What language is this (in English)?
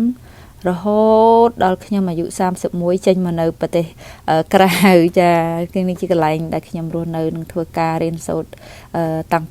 Khmer